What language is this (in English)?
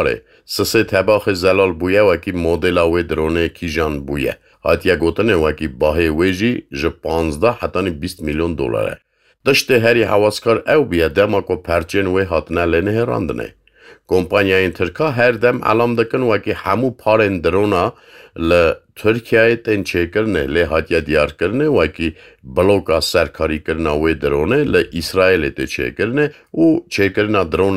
Kurdish